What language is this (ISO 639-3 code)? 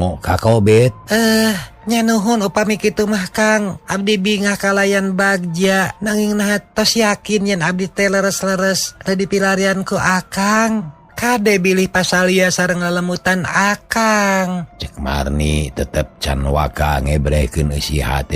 sun